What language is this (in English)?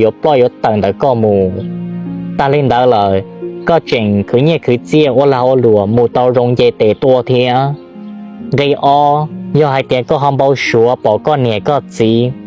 Hmong